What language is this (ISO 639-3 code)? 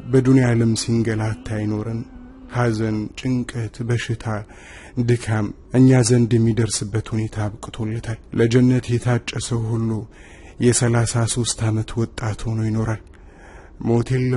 amh